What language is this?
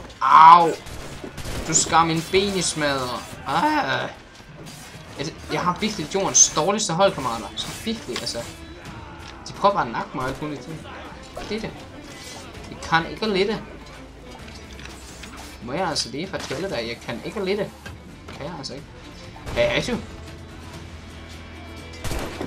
Danish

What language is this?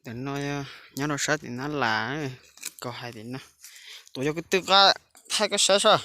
Hmong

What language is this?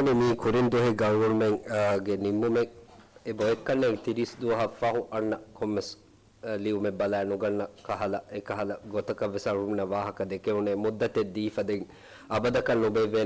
Divehi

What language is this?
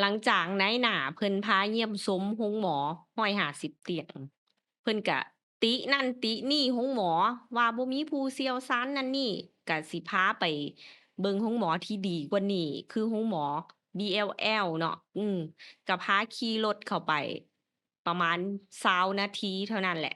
Lao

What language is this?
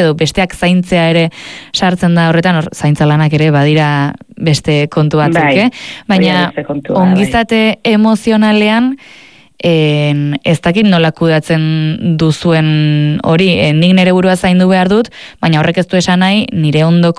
Basque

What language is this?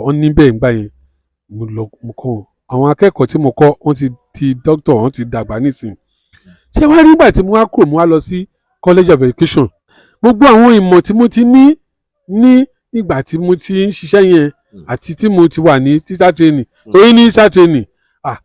Yoruba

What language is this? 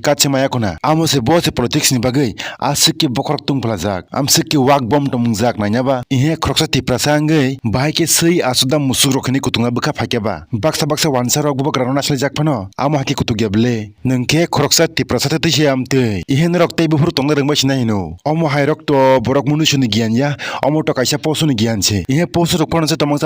Kok Borok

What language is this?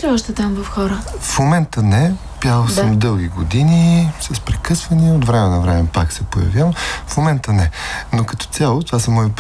Bulgarian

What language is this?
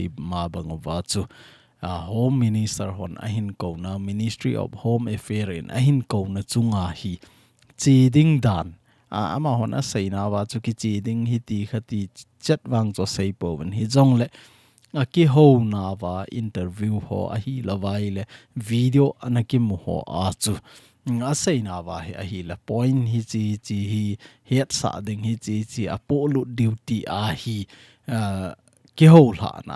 Thado Chin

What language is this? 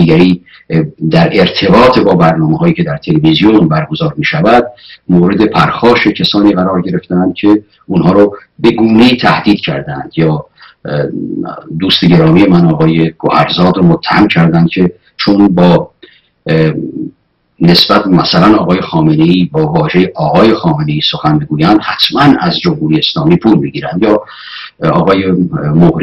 Persian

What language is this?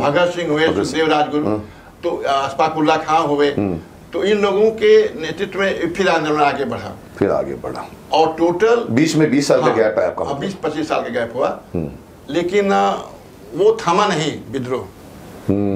Hindi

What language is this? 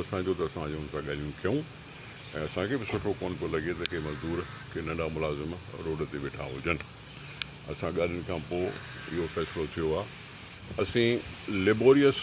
Sindhi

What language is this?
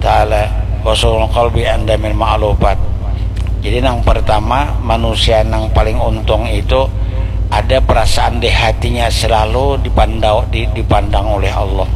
Banjar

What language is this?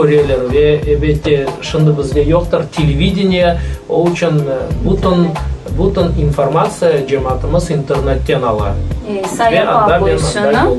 Crimean Tatar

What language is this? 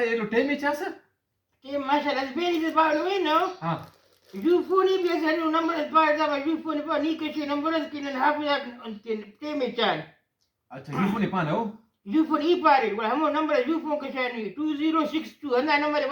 Brahui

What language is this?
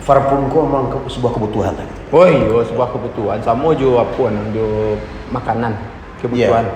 Minangkabau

